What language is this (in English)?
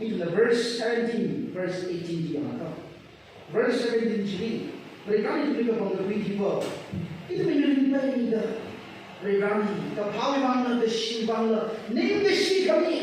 Tangkhul Naga (India)